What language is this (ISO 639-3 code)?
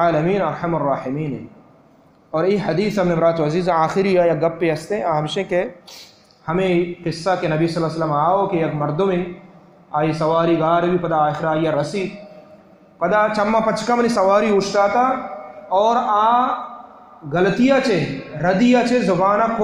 bal